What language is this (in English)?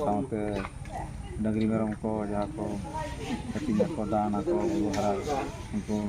Santali